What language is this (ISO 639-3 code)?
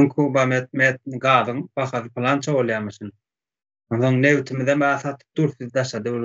tuk